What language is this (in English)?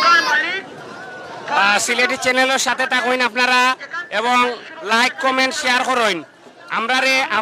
Sylheti